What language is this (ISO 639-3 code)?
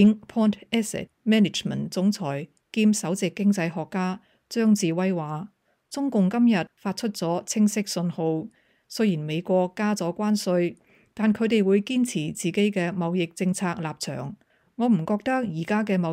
yue